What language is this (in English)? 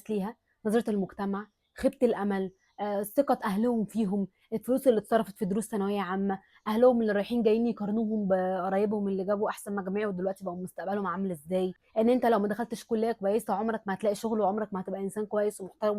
Egyptian Arabic